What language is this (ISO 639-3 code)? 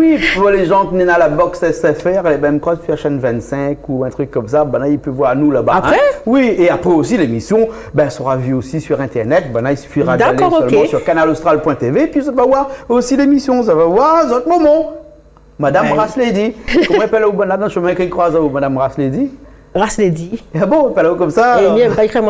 rcf